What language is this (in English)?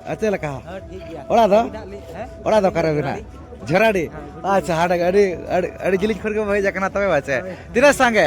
Santali